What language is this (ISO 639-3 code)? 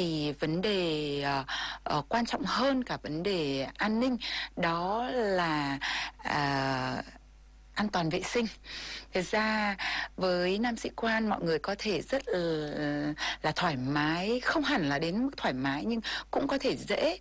vie